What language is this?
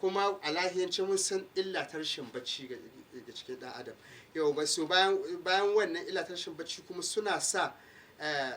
Hausa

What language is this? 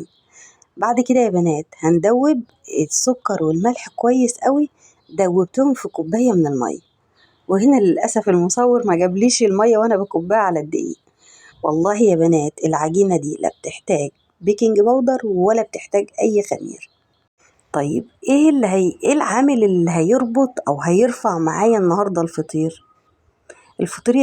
Egyptian Arabic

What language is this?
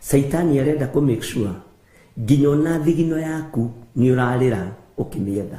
Kikuyu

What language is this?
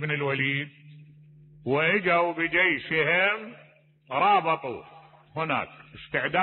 Mesopotamian Arabic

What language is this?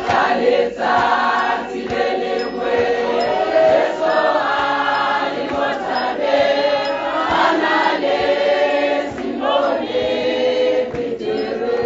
Tswana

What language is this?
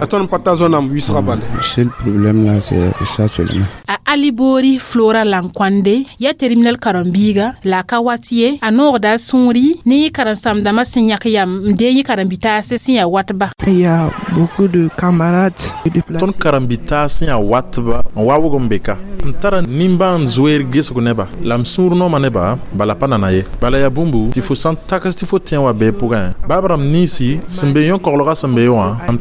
Mossi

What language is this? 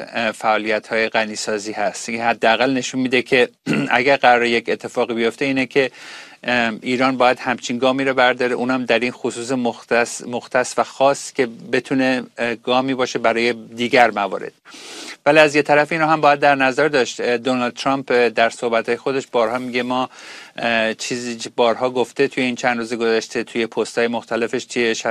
Persian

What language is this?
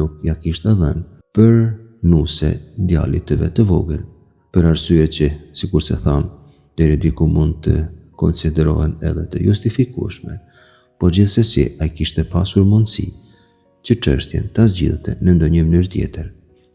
Albanian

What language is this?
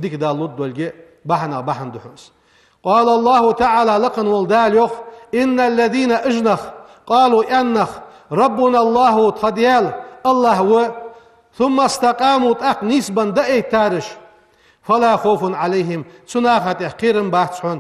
Ingush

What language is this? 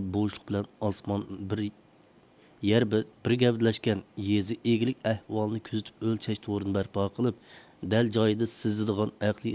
Uyghur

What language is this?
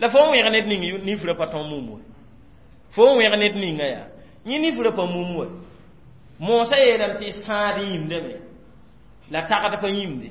Mossi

